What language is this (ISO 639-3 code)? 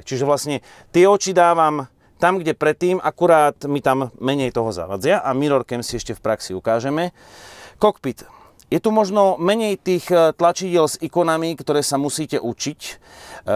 slk